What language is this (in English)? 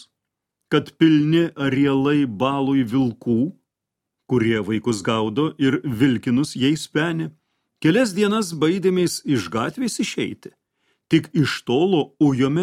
Lithuanian